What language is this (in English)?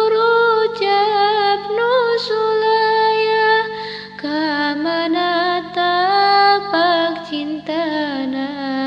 Sundanese